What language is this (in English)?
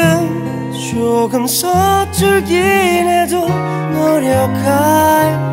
Korean